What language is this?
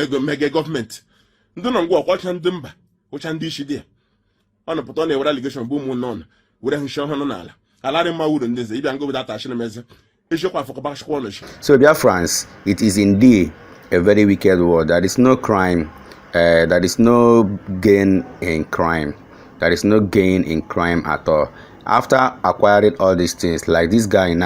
Igbo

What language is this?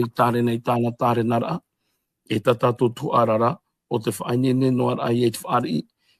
Tahitian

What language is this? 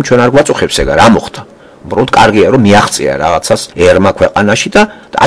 Georgian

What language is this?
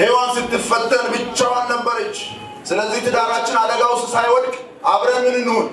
Amharic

